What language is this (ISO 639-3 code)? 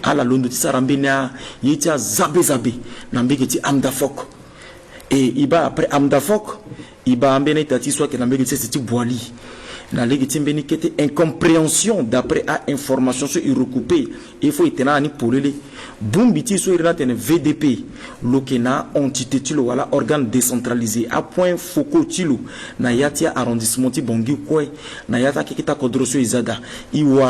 sag